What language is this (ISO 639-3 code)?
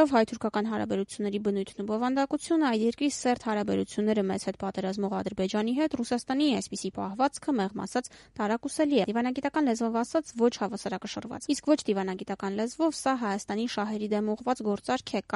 hye